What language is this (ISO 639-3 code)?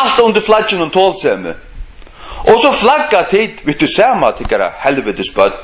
fao